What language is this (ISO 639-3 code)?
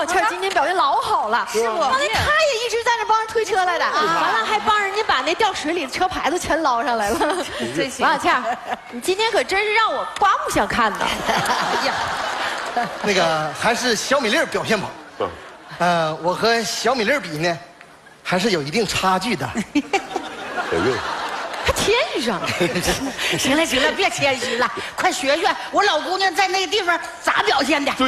zho